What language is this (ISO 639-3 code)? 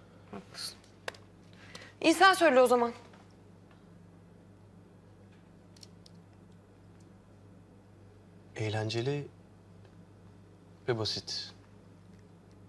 tur